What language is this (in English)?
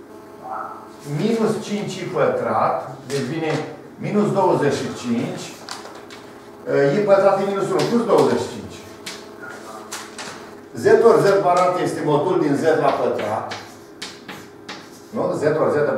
Romanian